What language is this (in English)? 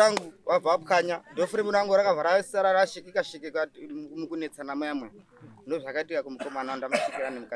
Shona